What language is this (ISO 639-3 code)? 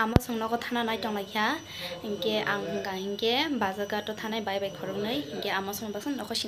trp